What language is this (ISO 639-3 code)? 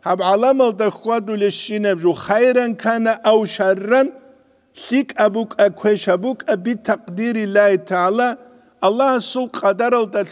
ava